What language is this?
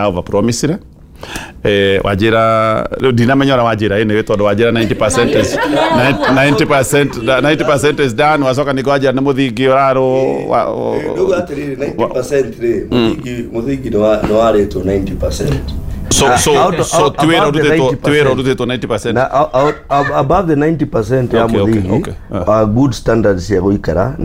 Kikuyu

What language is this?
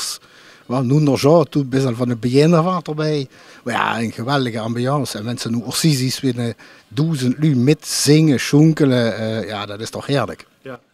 Limburgish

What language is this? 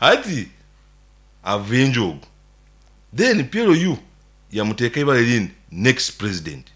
Nyankole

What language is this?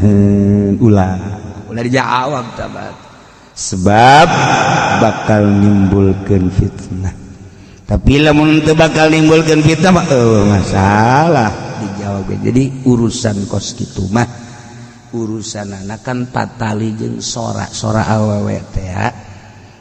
Sundanese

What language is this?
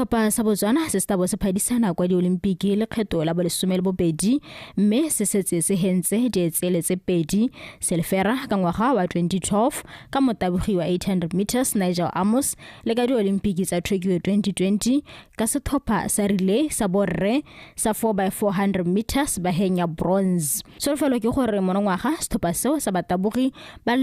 Tswana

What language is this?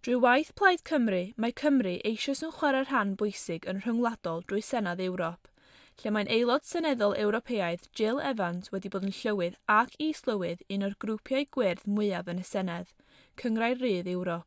Welsh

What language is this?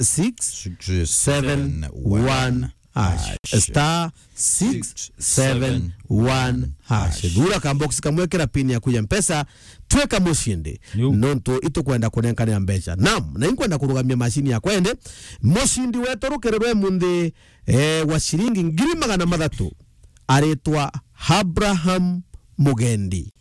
Meru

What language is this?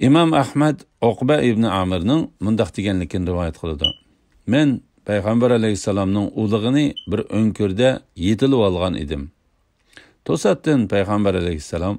Uyghur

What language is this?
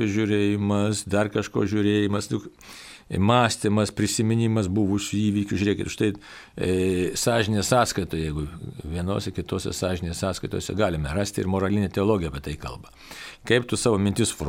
Lithuanian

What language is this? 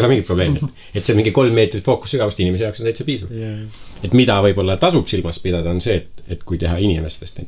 Estonian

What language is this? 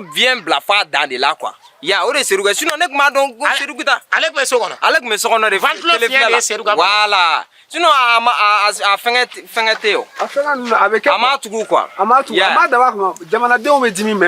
Bambara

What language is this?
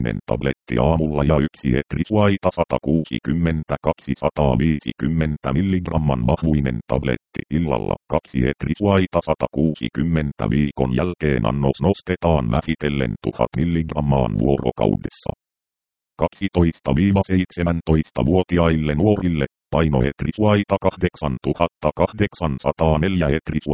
Finnish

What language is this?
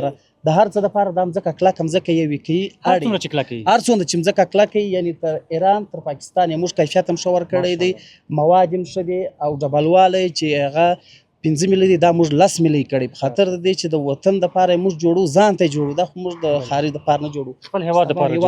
Pashto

